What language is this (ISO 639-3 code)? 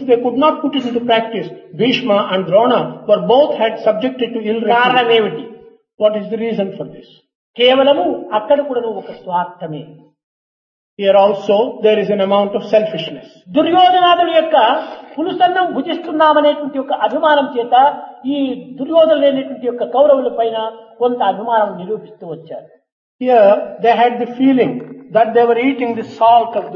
tel